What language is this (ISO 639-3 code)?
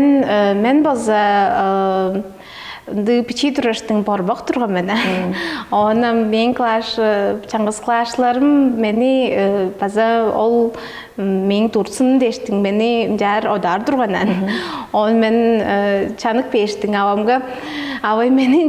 tyv